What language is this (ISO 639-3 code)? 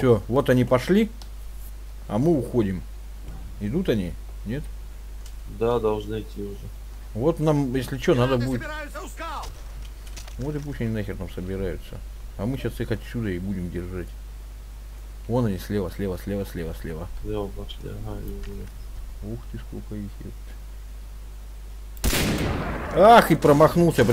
rus